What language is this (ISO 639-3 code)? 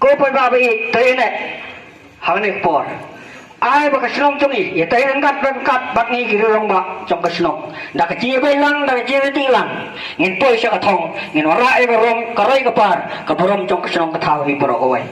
kha